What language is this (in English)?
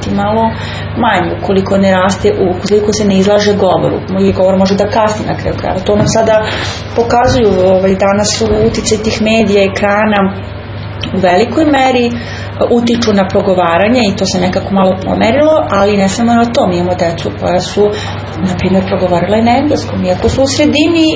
Serbian